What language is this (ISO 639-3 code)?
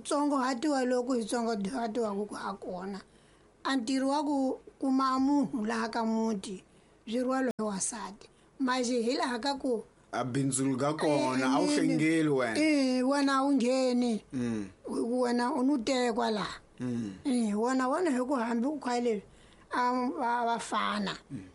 tso